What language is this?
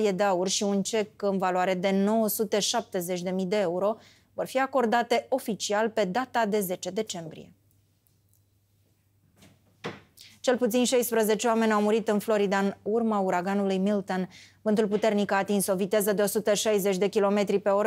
Romanian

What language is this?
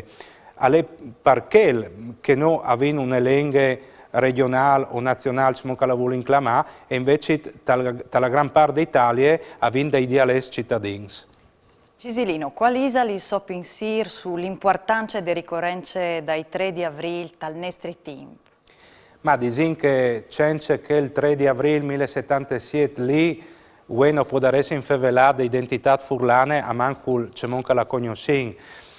Friulian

